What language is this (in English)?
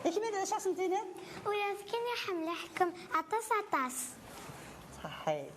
Kabyle